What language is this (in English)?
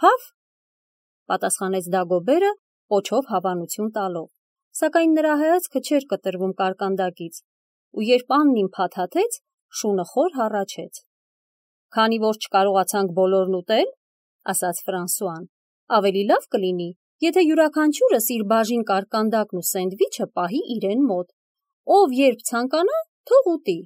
Armenian